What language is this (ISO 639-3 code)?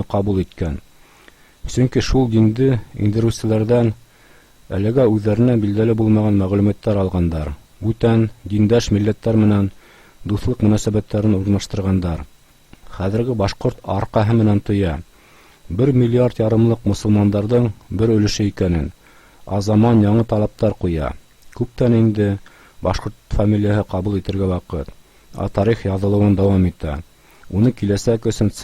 bak